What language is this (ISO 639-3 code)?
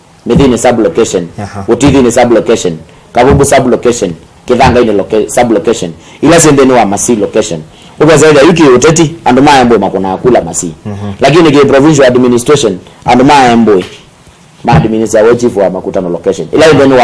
kam